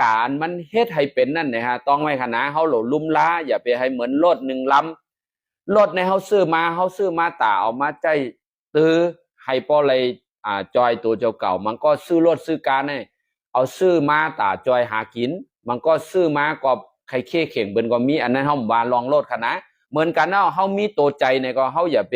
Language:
Shan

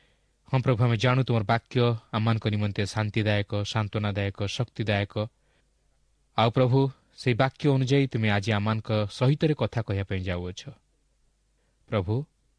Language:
Odia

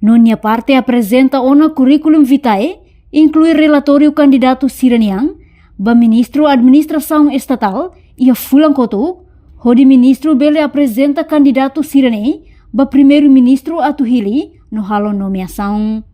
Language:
Tetum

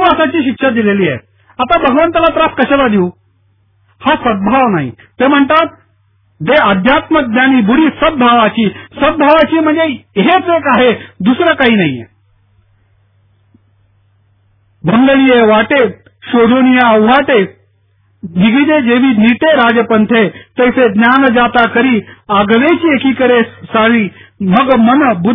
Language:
Marathi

